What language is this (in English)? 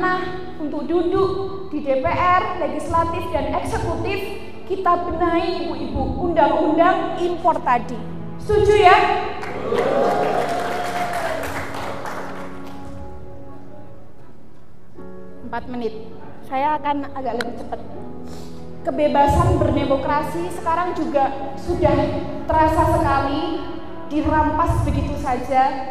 Indonesian